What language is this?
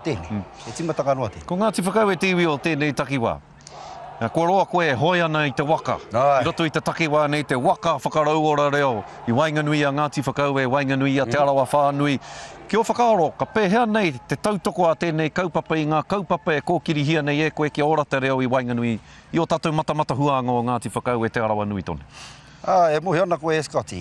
Māori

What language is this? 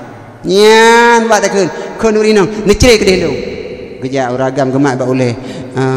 Achinese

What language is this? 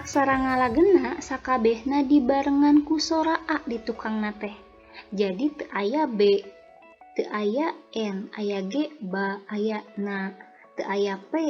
Sundanese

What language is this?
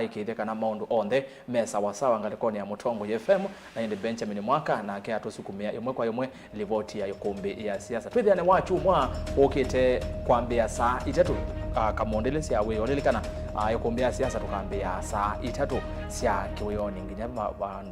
Kamba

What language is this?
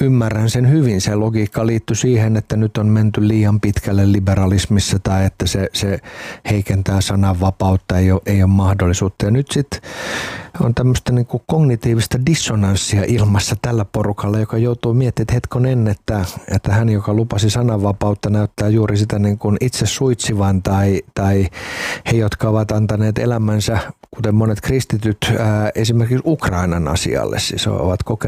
Finnish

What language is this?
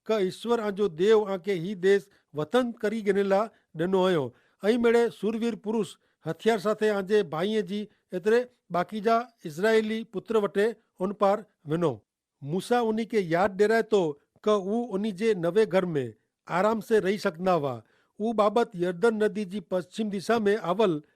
Kachhi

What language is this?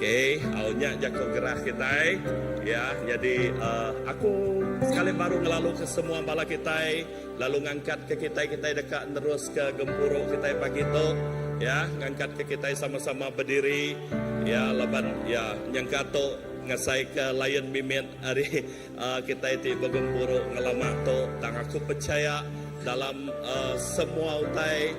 Iban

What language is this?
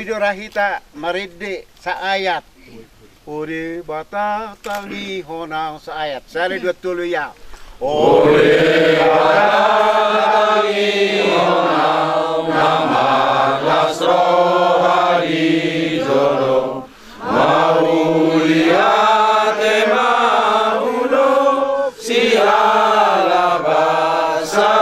Batak Toba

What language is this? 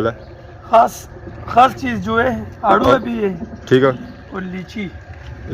Pahari-Potwari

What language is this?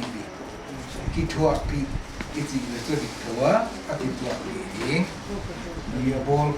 Paite Chin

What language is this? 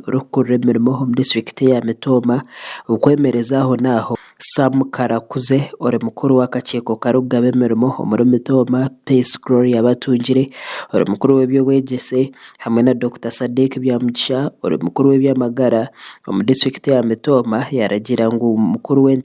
Nyankole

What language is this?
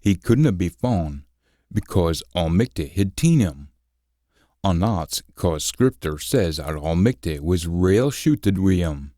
Scots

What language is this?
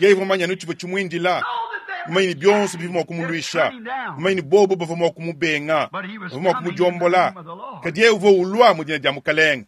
Luba-Lulua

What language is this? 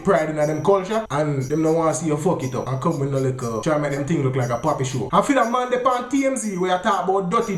Jamaican Creole English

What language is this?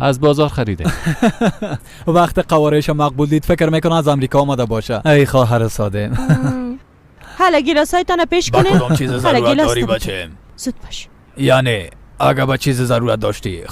Persian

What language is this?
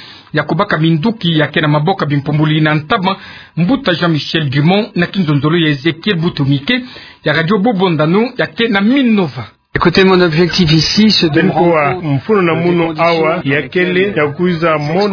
Kituba (Democratic Republic of Congo)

